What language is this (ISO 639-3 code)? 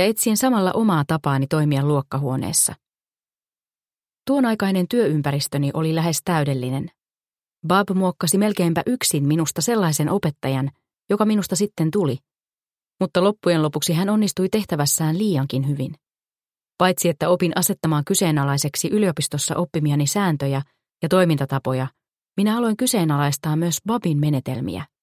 fin